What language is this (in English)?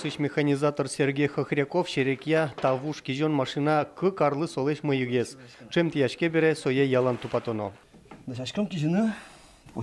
Udmurt